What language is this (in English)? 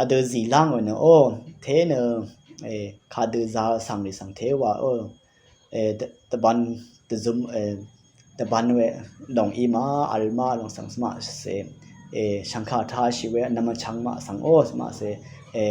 Rawang